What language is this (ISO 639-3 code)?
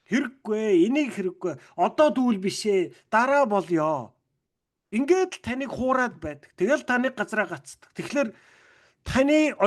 mon